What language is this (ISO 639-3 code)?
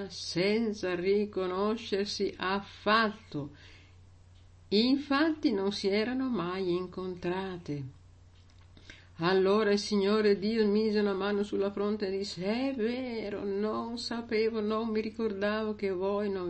ita